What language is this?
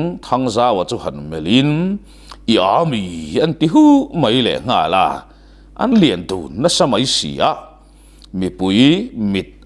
Mizo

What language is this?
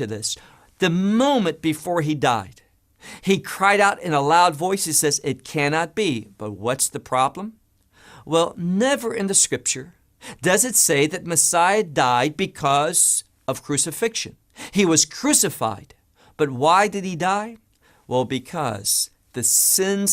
English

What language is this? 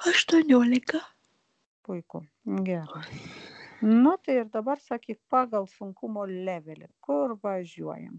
Lithuanian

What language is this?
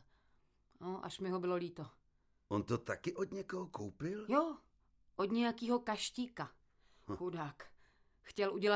Czech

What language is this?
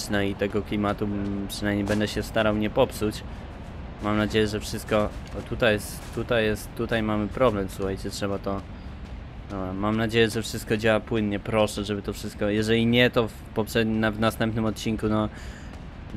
Polish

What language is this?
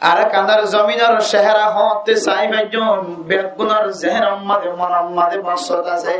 Rohingya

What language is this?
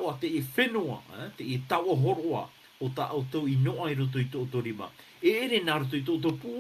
Tahitian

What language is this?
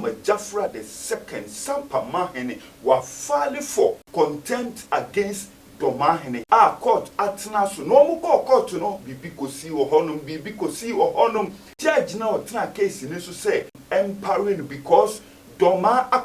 Akan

